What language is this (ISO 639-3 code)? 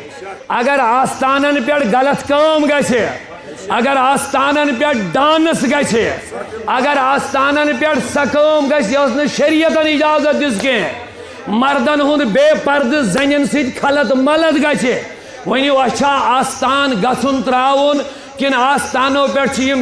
kas